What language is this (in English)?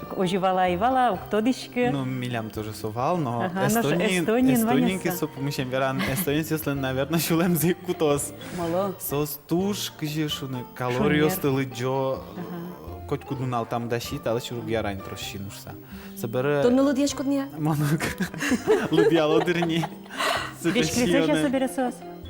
Udmurt